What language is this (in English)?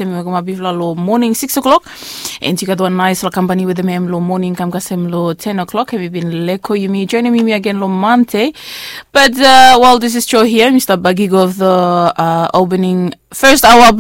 Bislama